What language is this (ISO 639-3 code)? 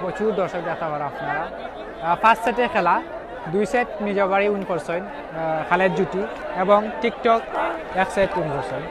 syl